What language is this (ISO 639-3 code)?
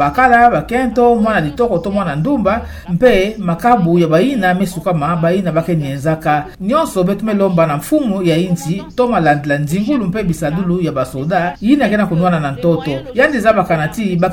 ktu